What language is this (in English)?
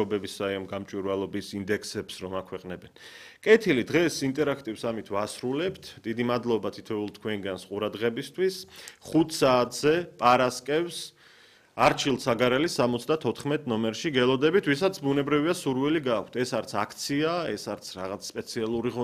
Georgian